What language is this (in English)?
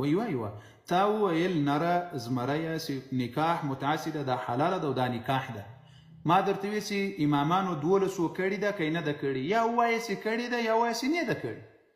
Pashto